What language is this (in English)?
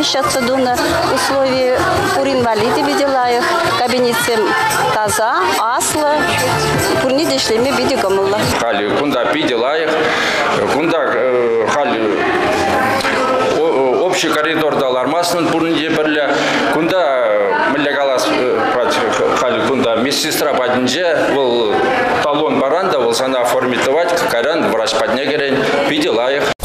Chuvash